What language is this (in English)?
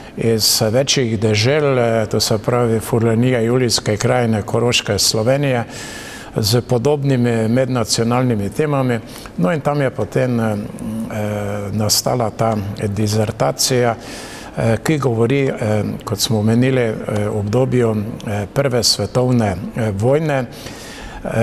Slovenian